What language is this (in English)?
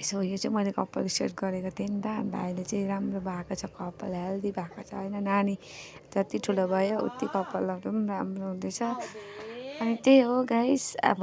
Nepali